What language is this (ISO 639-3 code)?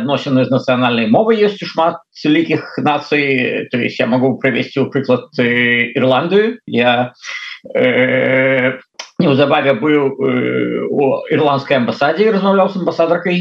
bel